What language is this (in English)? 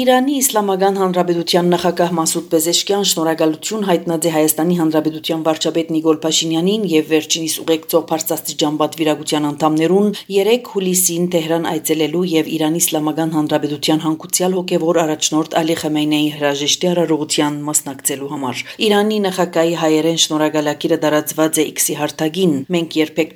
Armenian